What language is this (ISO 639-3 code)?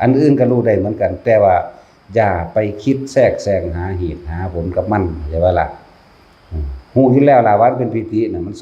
tts